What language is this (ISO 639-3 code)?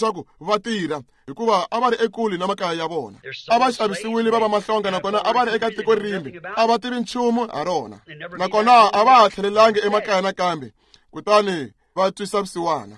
tso